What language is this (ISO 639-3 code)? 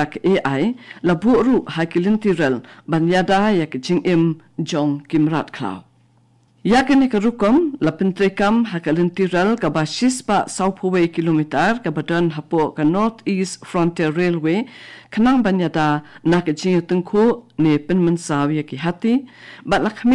kha